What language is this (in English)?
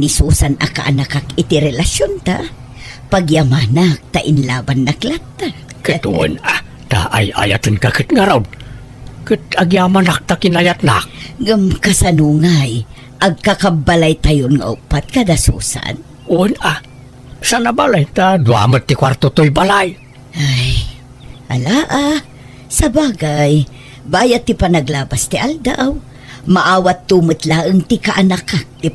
Iloko